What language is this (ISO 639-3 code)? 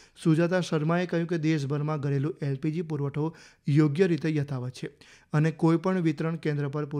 guj